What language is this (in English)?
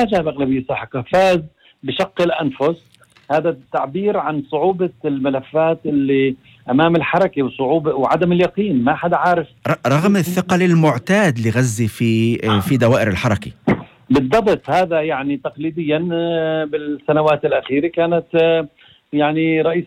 North Levantine Arabic